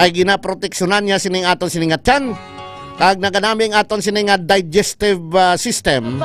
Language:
Hiligaynon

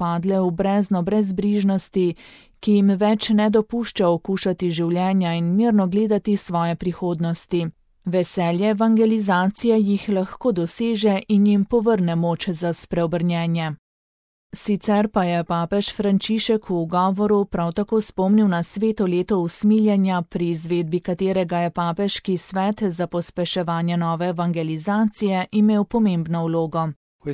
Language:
Slovenian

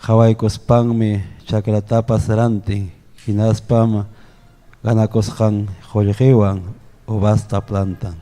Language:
Ayacucho Quechua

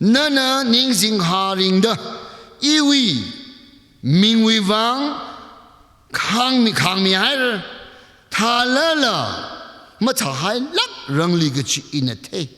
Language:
Tangkhul Naga (India)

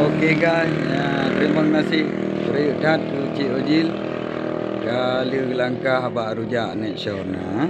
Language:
Achinese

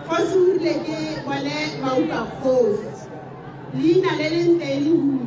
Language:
Tswana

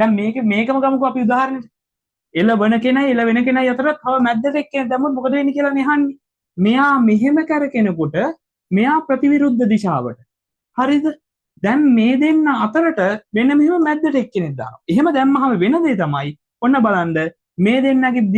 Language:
Sinhala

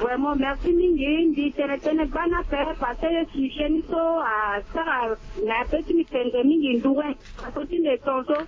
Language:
Sango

